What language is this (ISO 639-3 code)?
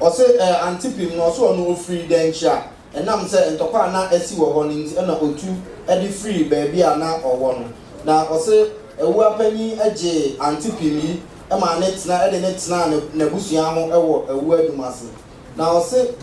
aka